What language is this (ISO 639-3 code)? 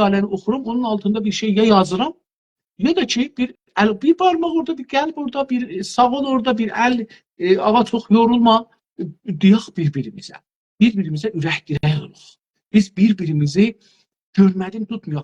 azb